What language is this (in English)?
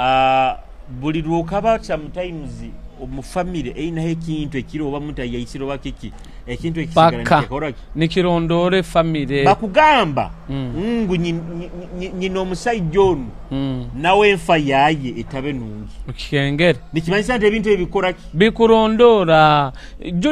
Nyoro